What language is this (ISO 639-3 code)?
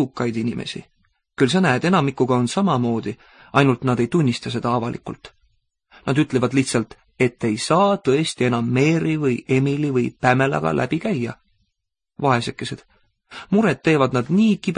est